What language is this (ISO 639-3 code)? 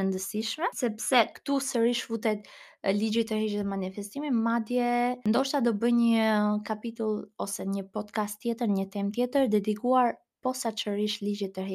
sqi